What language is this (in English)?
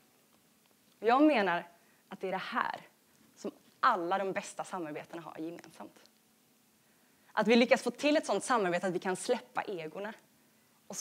Swedish